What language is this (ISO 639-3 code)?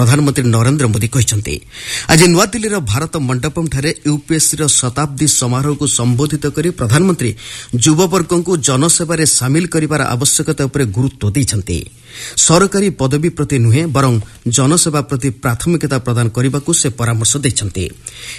ori